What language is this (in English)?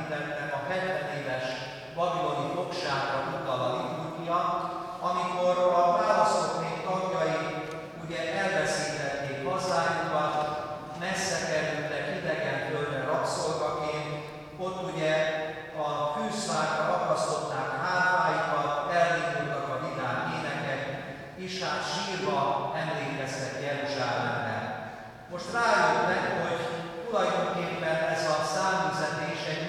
Hungarian